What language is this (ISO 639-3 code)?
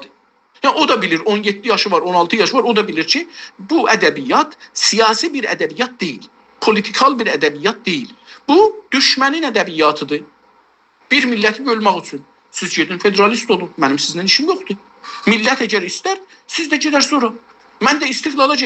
azb